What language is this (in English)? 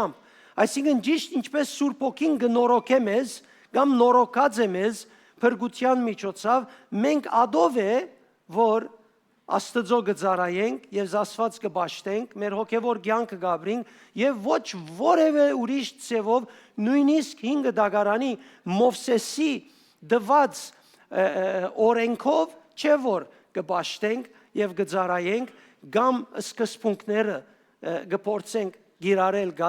Western Armenian